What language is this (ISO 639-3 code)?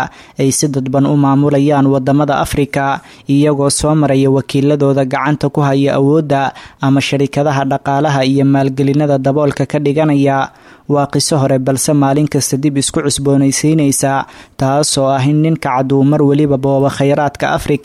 som